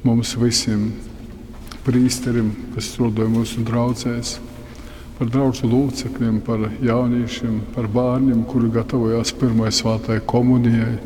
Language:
Latgalian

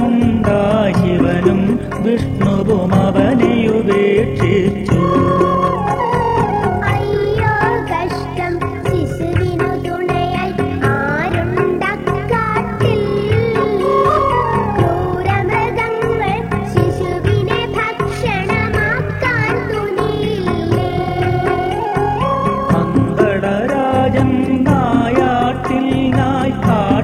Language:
Malayalam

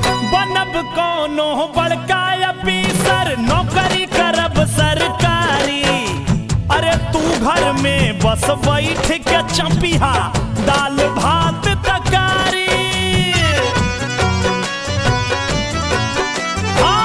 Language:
Bhojpuri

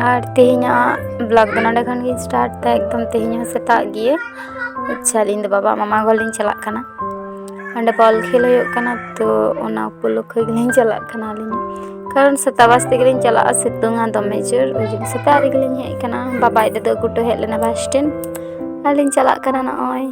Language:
Santali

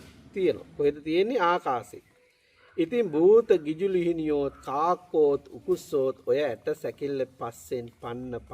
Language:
Sinhala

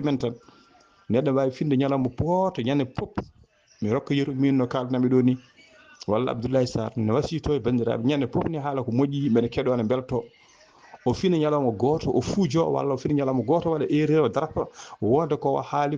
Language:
Fula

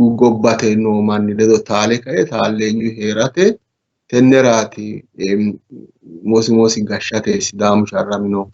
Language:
Sidamo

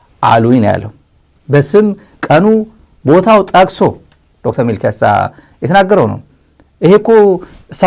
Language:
Amharic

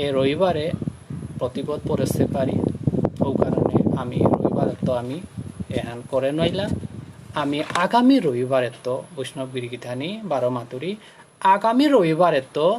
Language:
Bishnupriya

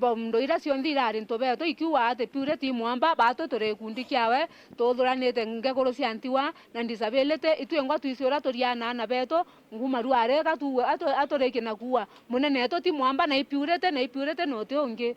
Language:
Meru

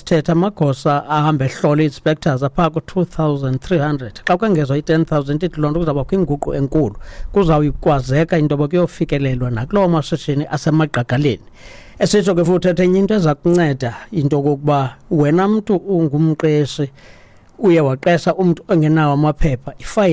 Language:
Xhosa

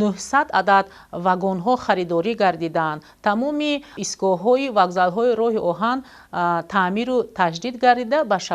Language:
Tajik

